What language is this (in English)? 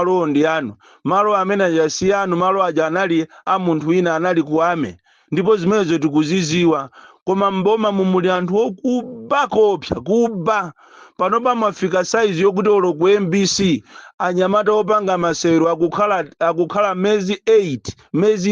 Nyanja